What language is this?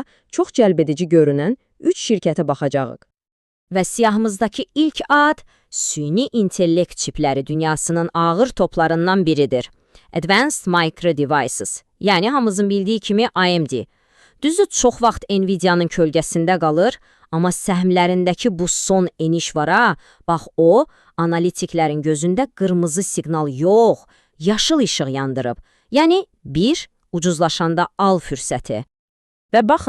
Azerbaijani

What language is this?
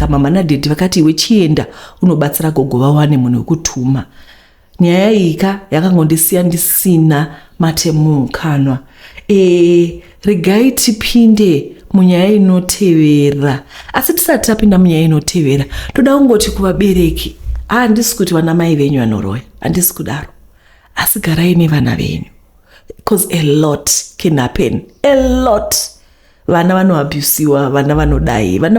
Shona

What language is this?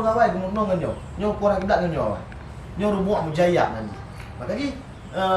Achinese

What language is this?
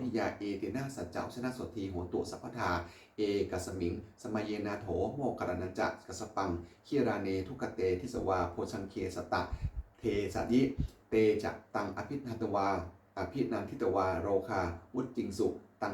Pali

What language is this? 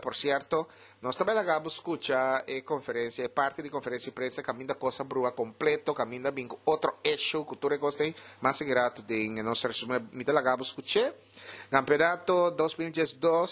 Papiamento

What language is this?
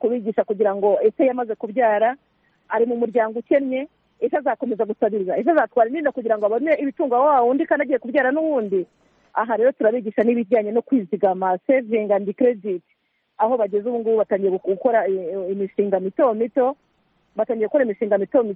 Kinyarwanda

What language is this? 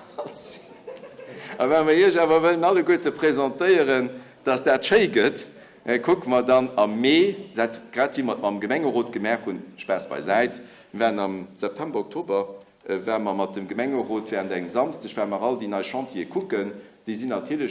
Luxembourgish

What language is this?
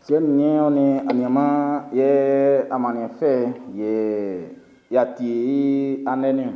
Baoulé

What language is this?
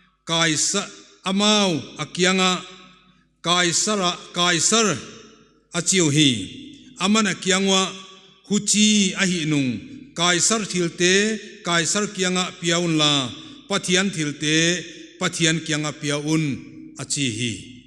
Paite Chin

